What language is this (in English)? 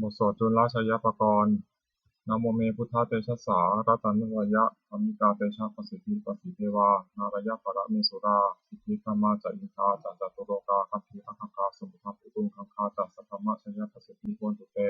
Pali